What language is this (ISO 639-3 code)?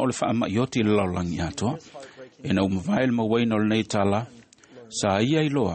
smo